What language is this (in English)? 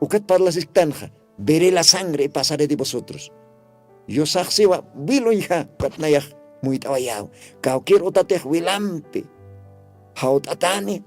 Aymara